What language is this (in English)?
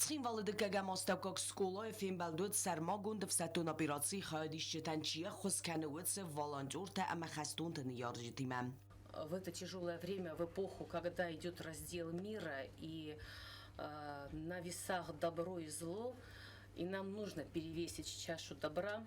Ossetic